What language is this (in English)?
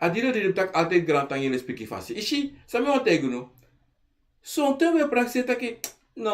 Sranan Tongo